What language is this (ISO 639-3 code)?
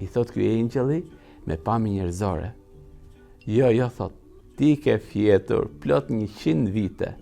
sqi